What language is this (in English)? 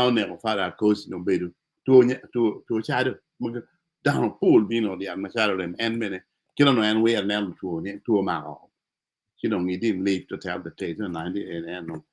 Acoli